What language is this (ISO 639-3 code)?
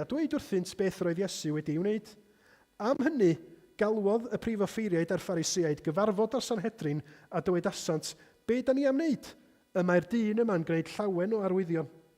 cym